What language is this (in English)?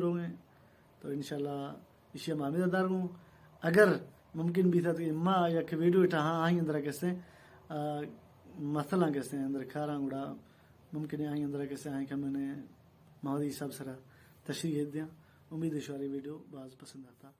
Baluchi